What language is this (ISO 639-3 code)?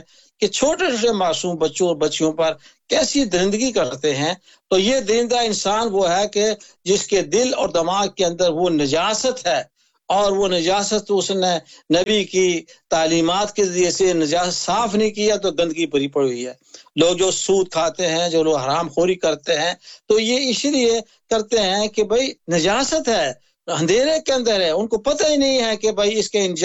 urd